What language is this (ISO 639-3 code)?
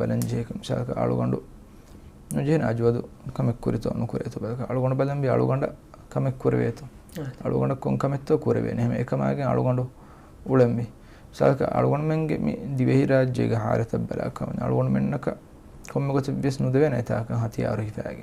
div